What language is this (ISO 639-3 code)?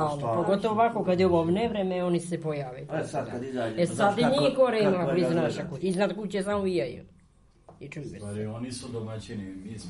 srp